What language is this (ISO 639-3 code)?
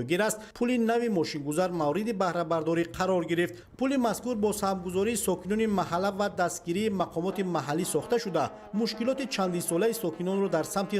tgk